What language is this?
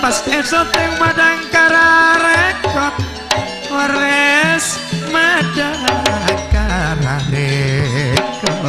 Madurese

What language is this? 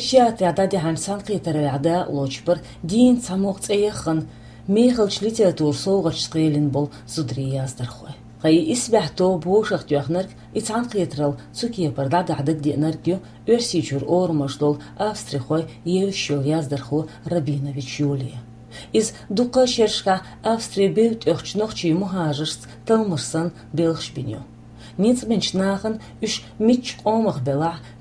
Chechen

